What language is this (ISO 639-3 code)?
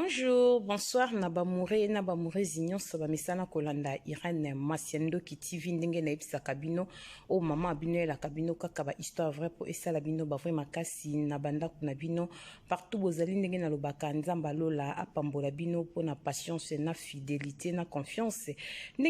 lin